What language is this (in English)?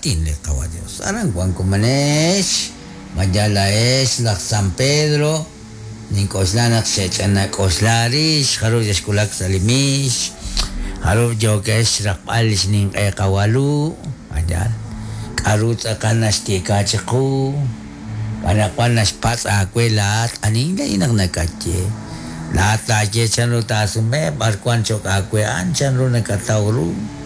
Kekchí